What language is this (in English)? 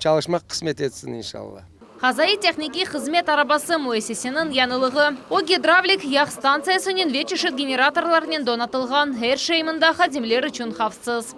Crimean Tatar